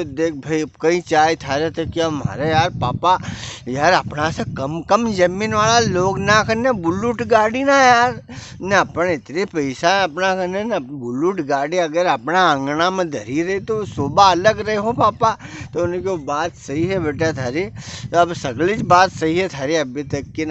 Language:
Rajasthani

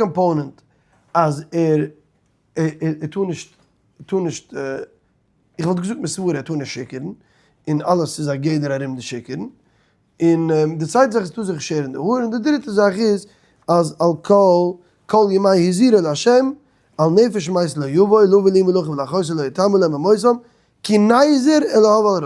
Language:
Yiddish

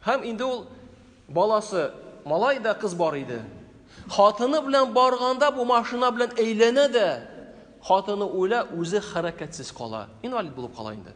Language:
Tatar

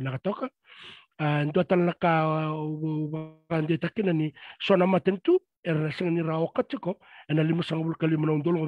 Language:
Fijian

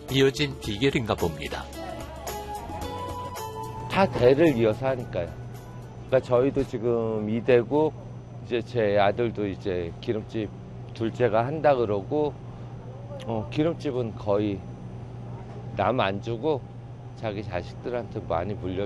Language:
Korean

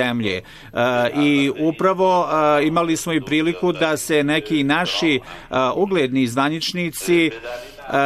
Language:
Bosnian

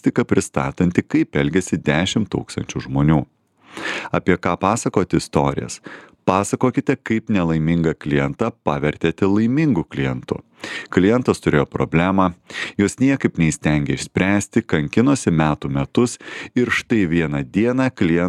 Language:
Lithuanian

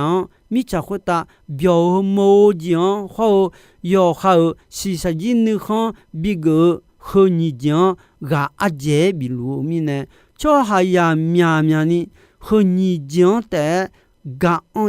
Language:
Akha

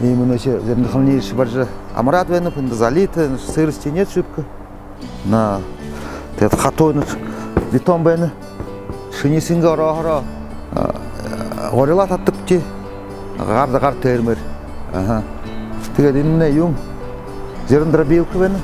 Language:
Buriat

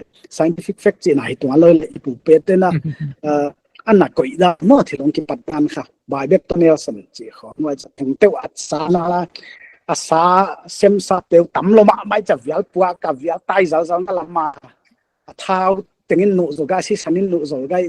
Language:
Paite Chin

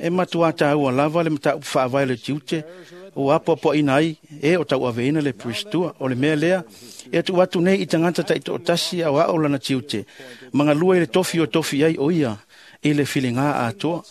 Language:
Samoan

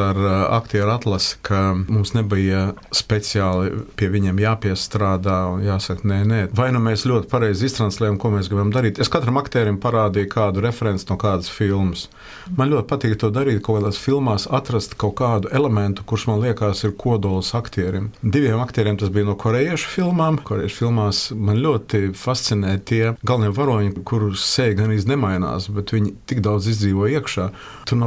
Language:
Latvian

